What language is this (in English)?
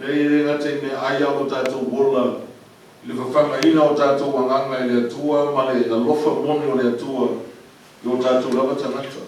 Samoan